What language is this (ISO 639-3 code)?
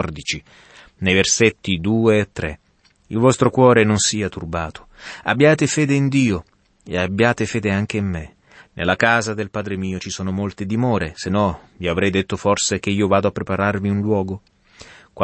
ita